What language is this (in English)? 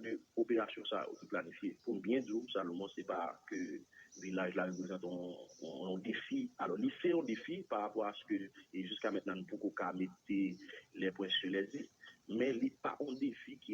Haitian Creole